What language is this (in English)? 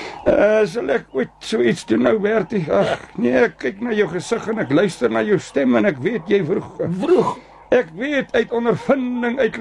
Afrikaans